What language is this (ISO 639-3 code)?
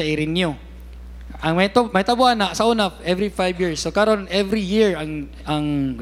ceb